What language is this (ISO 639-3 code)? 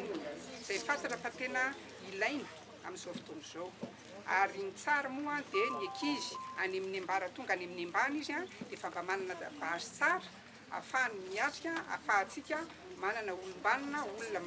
mlg